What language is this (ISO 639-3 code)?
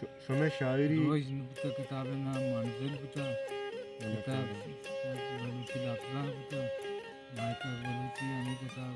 bal